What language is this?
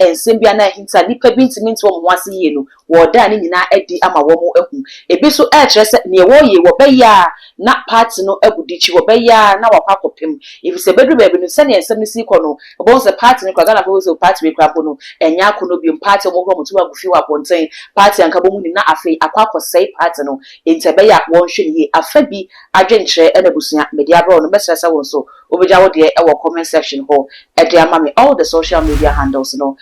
Akan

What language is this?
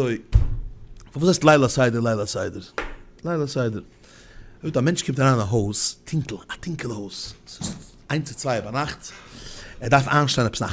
Yiddish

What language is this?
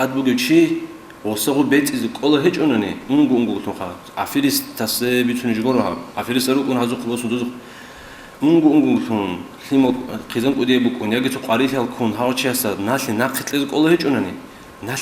Avaric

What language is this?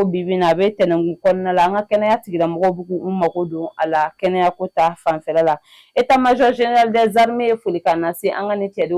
Bambara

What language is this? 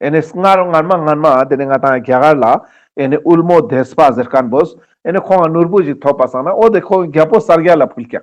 Ladakhi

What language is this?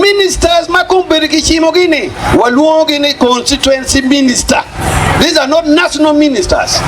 Acoli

